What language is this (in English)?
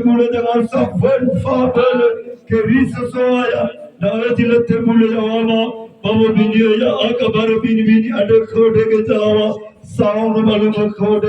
Nias